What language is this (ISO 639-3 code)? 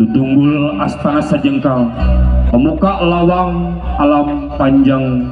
sun